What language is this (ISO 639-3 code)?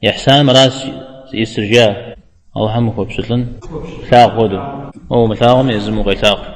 kbd